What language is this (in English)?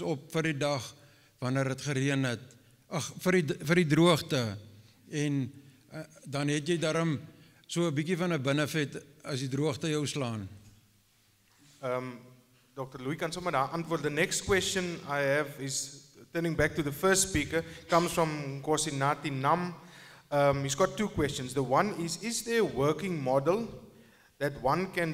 Afrikaans